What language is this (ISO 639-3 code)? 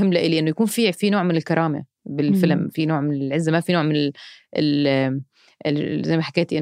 apc